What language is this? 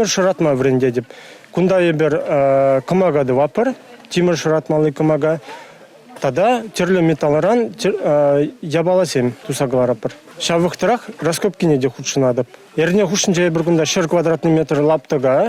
Chuvash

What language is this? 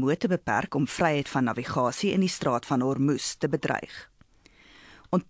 Afrikaans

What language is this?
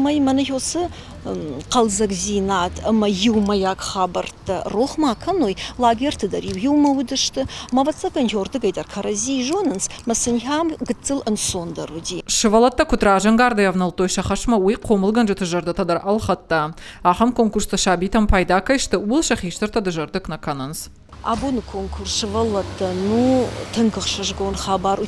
Ossetic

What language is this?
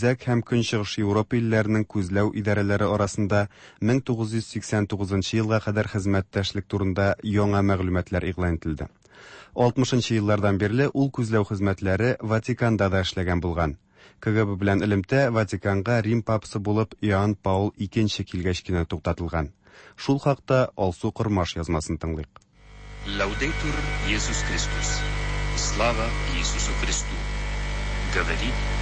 Tatar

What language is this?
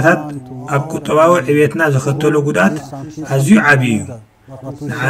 Tigrinya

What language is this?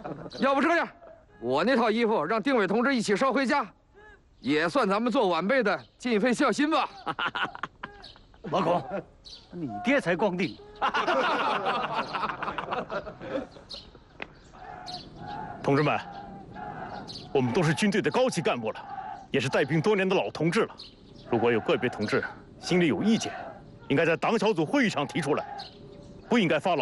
Chinese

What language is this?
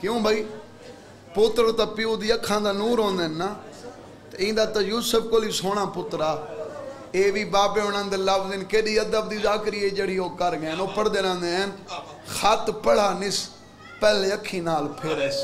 Saraiki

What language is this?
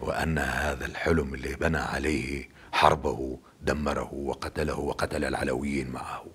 North Levantine Arabic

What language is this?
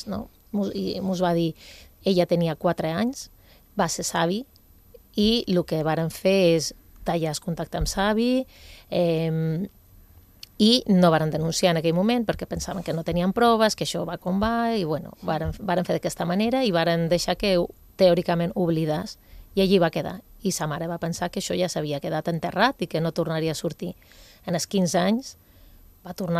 Catalan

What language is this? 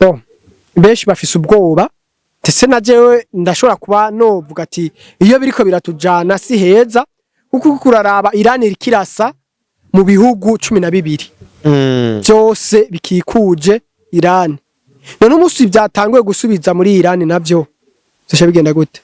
Rundi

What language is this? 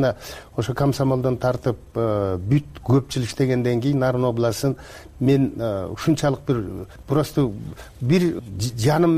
Kyrgyz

